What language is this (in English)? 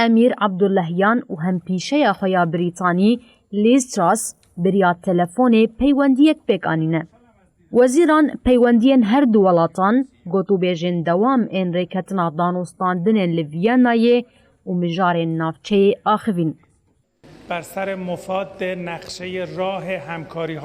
Kurdish